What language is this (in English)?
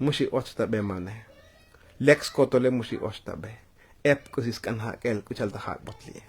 Tzotzil